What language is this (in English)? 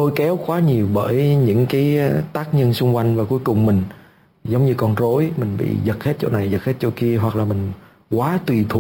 Vietnamese